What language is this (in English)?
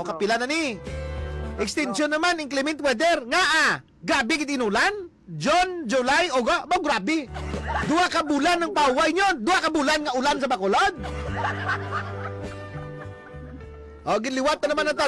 Hiligaynon